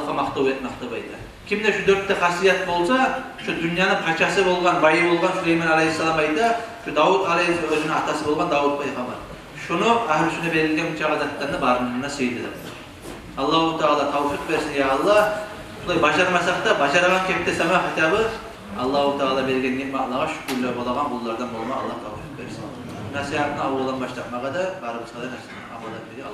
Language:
Kumyk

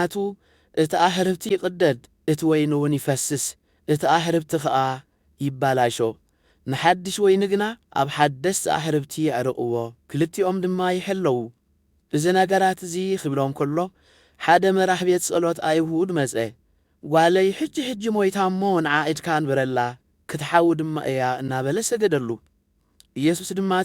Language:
Tigrinya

